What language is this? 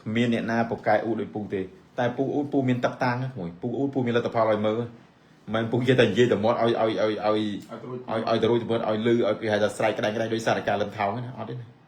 Khmer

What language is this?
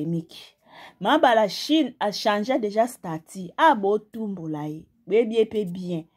Lingala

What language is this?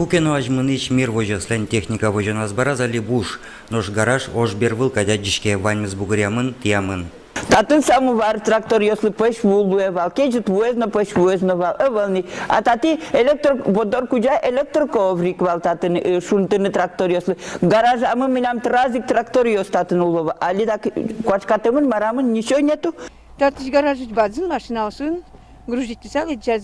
Udmurt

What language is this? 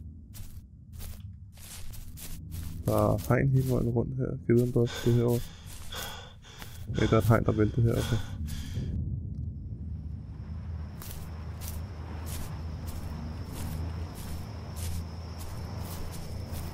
Danish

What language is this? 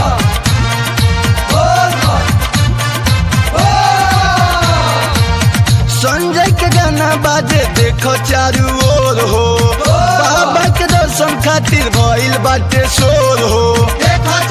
Bhojpuri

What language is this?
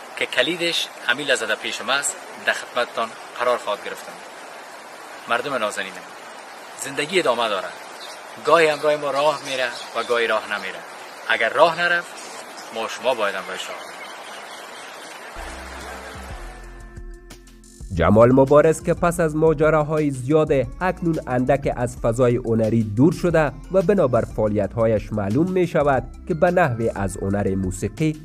Persian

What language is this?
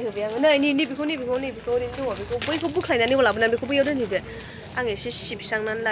Bodo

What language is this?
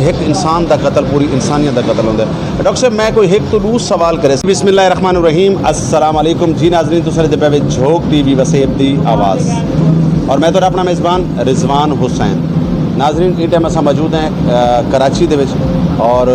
Saraiki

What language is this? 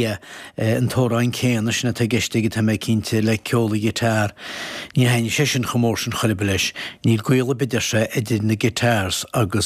Irish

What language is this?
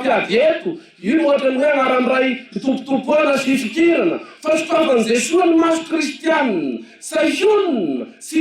Malagasy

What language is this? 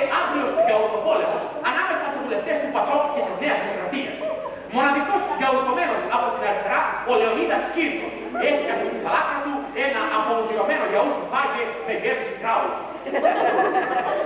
Greek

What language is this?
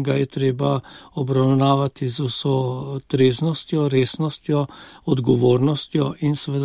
Slovenian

